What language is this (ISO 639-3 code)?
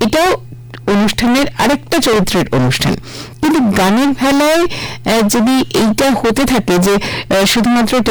ben